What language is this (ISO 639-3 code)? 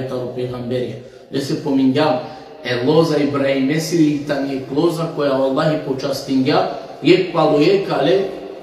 rmn